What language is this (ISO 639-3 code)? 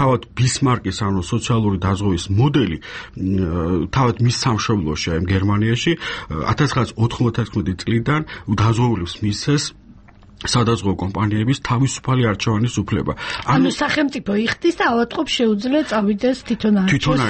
kat